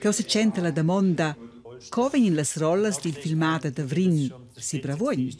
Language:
Romansh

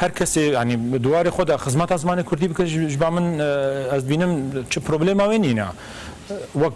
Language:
Kurdish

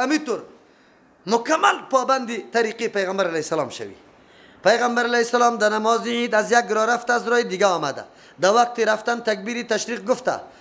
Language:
Persian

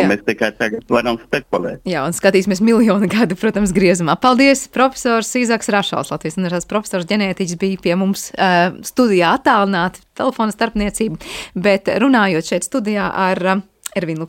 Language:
Latvian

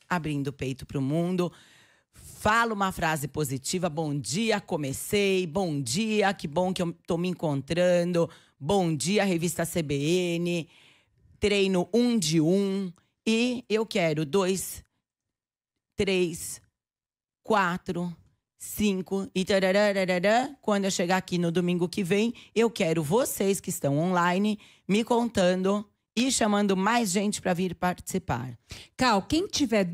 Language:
Portuguese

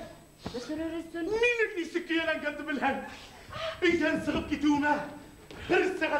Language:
Bashkir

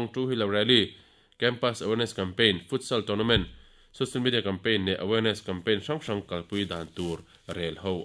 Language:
Mizo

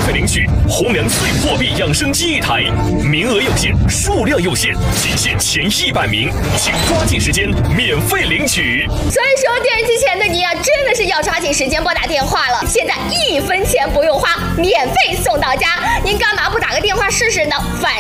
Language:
Chinese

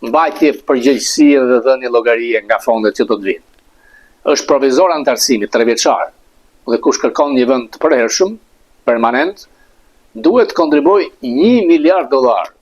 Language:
Albanian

